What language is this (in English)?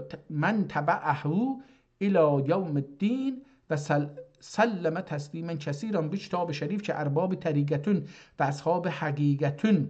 South Azerbaijani